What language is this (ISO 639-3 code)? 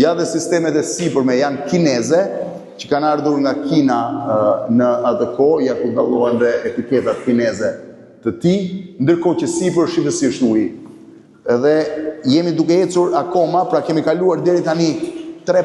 sqi